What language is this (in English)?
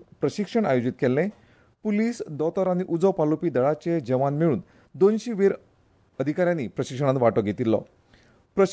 Konkani